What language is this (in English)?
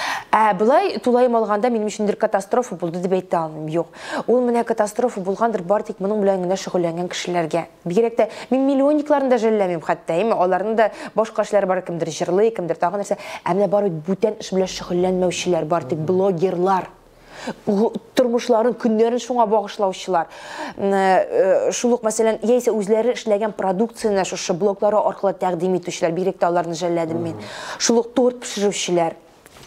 Tatar